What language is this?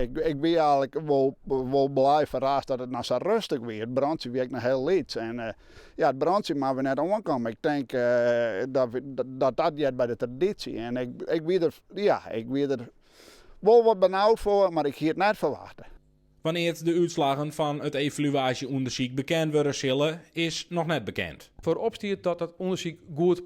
Western Frisian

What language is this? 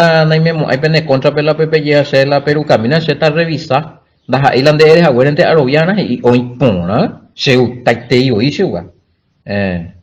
Guarani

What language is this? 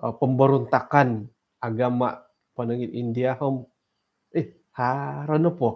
Central Dusun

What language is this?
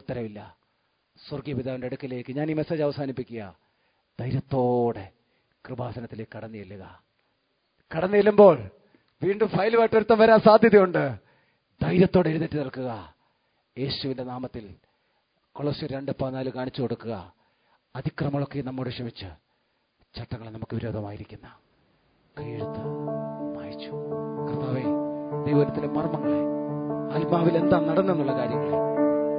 Malayalam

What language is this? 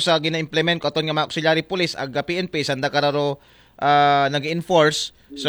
Aklanon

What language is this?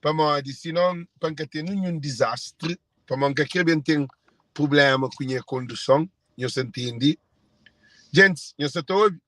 Kabuverdianu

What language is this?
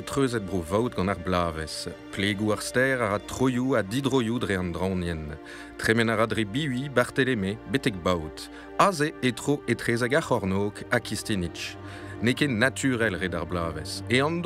Breton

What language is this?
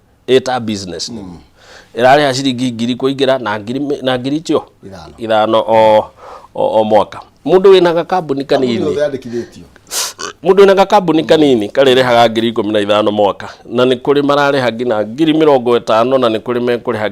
Kikuyu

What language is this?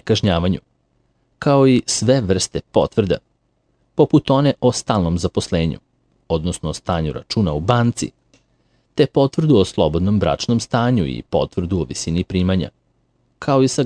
Serbian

